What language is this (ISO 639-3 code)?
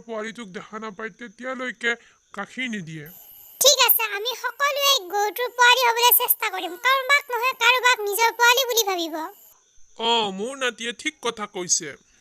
asm